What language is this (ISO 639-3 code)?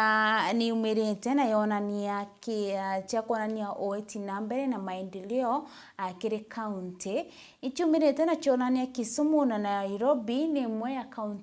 mer